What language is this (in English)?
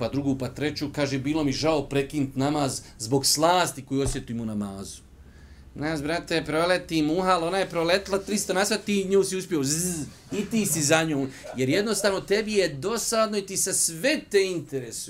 Bosnian